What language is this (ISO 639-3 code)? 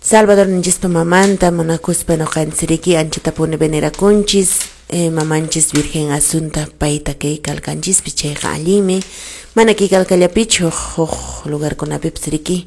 que